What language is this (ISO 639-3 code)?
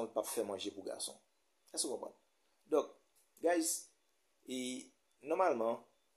hat